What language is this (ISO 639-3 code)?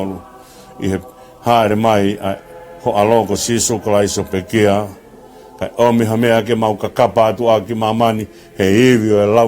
ton